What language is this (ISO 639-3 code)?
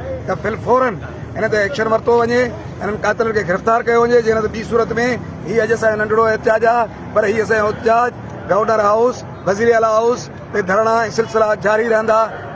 snd